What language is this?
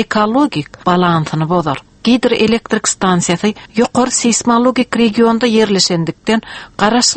Turkmen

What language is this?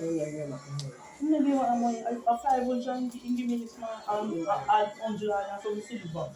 Jamaican Creole English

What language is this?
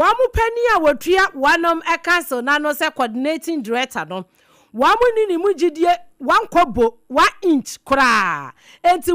Akan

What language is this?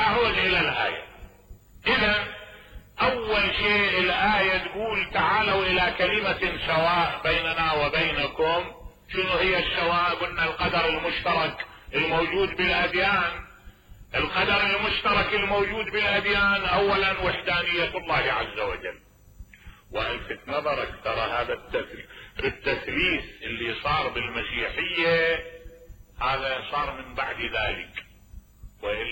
Mesopotamian Arabic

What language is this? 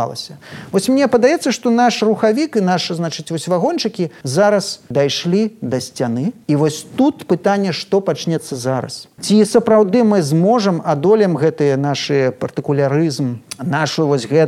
Belarusian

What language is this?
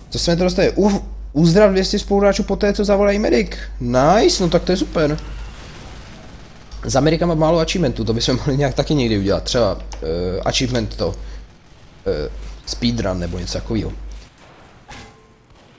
Czech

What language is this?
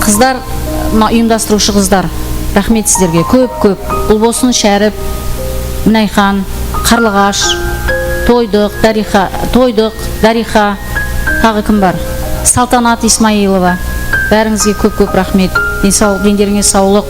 Kara-Kalpak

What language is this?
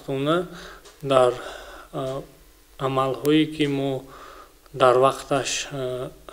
Tajik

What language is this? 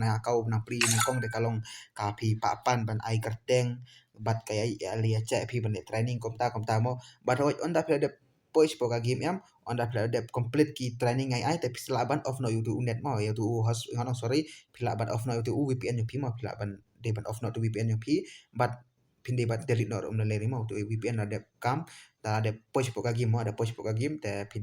Khasi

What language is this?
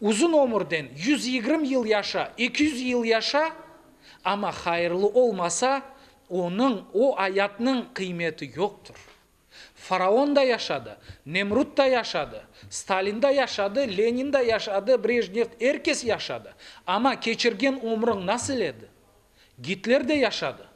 Crimean Tatar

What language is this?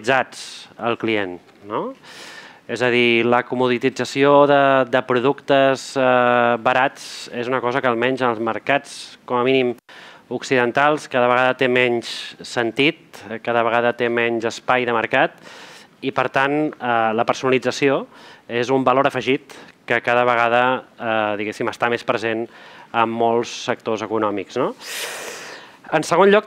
Catalan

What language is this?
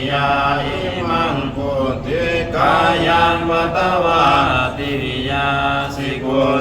Pali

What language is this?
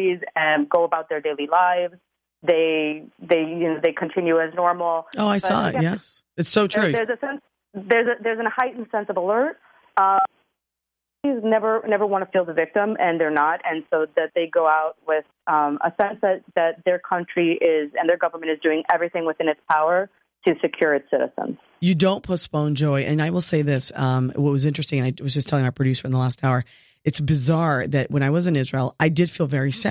English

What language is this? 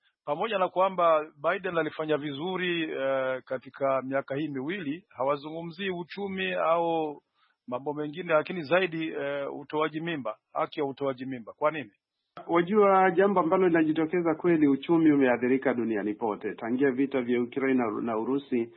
Swahili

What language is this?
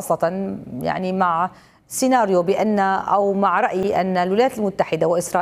Arabic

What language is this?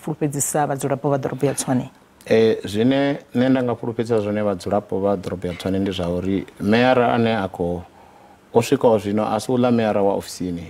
Venda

